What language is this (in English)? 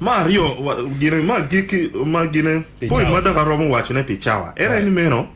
Acoli